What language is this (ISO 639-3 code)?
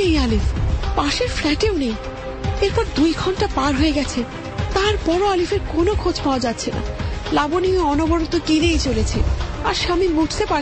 ben